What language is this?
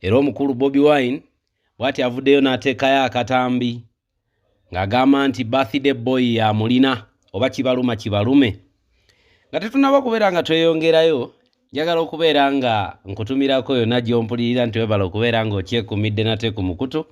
Ganda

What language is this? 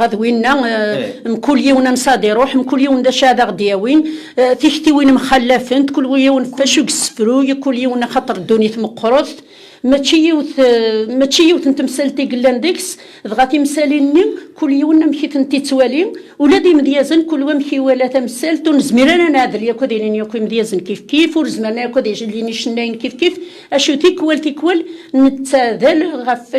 Kabyle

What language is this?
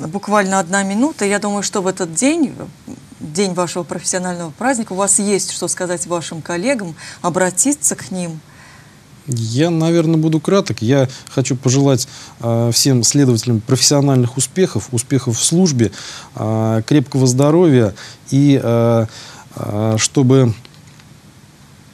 Russian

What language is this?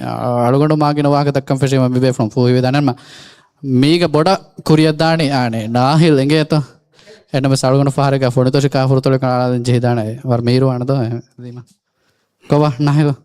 Divehi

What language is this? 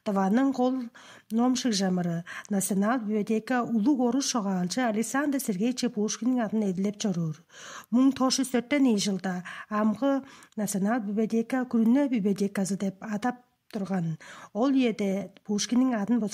Tuvinian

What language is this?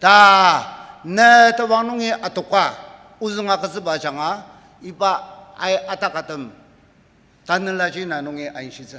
Ao Naga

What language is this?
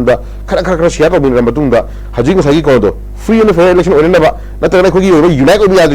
Manipuri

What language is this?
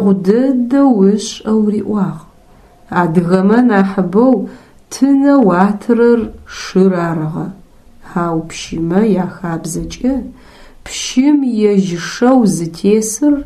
Adyghe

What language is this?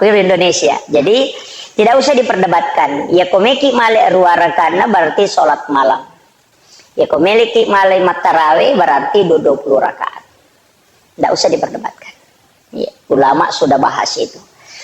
Buginese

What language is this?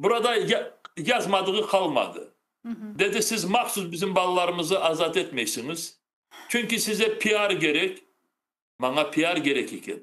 Crimean Tatar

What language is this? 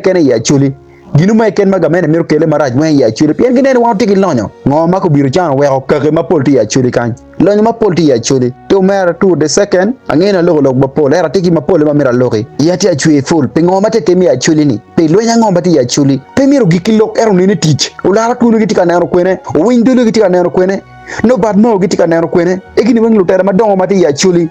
Acoli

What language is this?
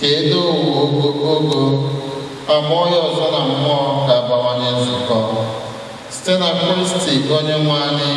Igbo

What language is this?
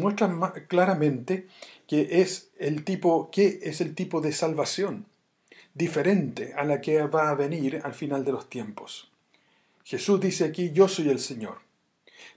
Spanish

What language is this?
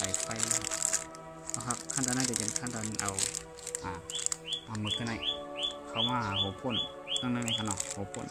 Shan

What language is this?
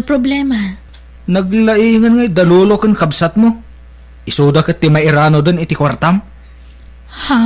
Iloko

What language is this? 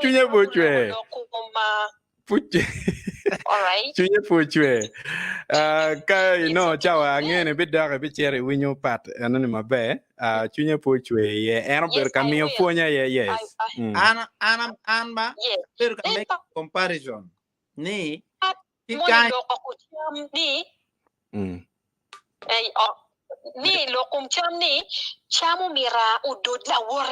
Acoli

